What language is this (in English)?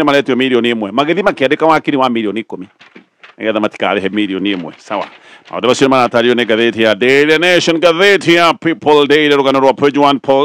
Kikuyu